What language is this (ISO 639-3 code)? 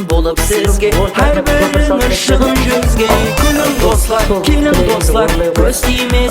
kaa